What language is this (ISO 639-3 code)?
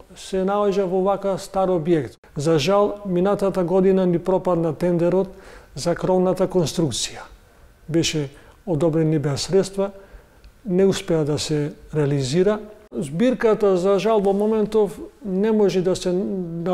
mkd